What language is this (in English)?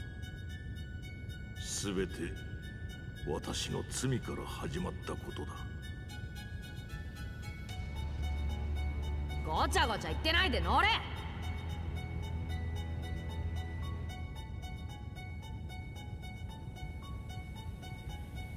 Japanese